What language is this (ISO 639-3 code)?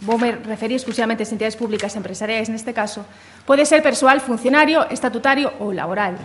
glg